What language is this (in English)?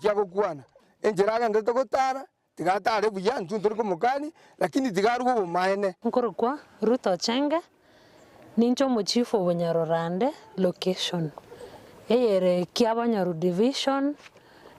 Gusii